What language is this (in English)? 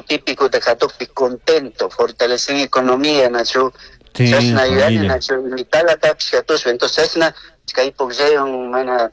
Chimborazo Highland Quichua